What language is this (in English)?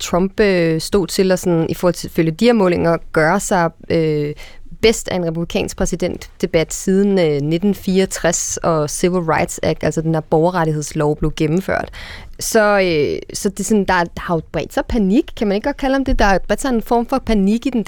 Danish